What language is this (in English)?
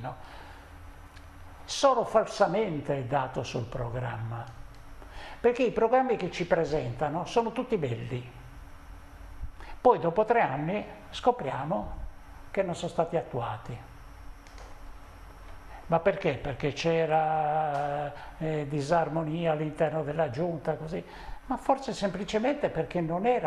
Italian